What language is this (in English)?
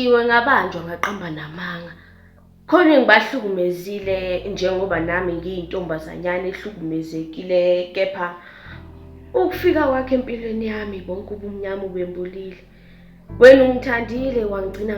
Zulu